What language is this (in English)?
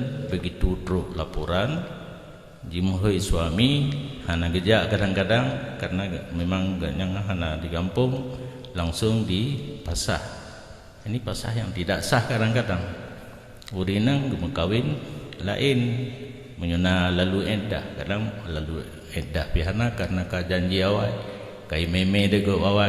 Achinese